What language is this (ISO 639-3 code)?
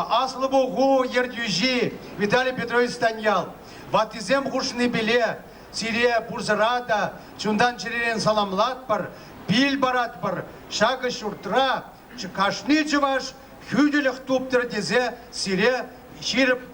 chv